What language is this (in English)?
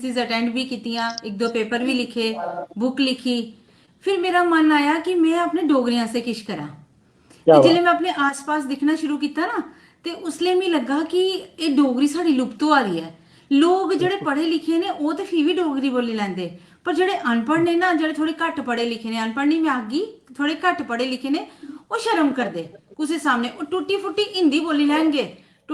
Dogri